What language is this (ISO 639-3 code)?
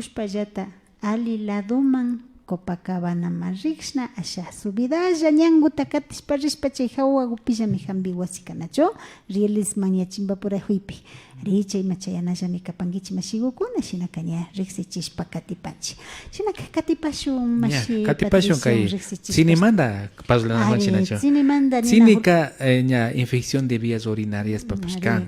qvi